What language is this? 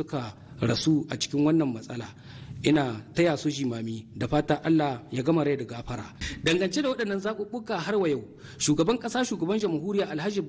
Hausa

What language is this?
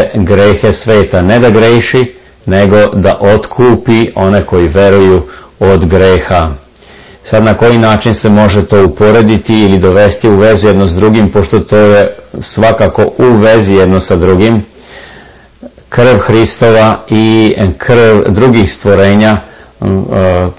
Serbian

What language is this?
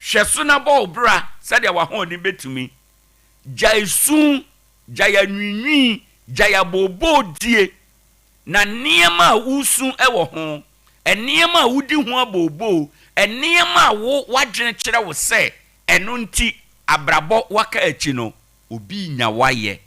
Akan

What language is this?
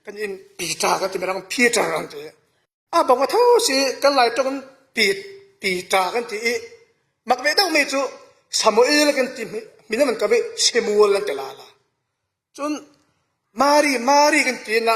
Falam Chin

